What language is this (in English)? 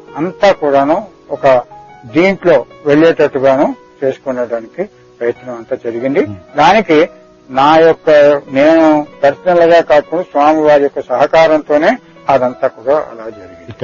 Telugu